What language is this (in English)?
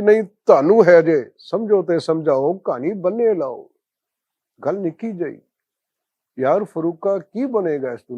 Western Panjabi